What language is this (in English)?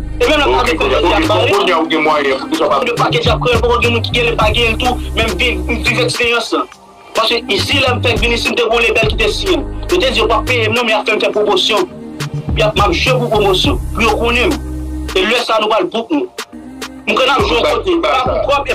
Haitian Creole